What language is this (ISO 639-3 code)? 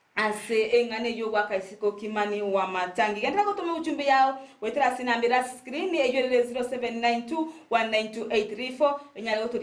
guz